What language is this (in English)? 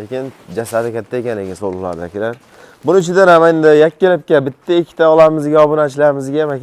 Uzbek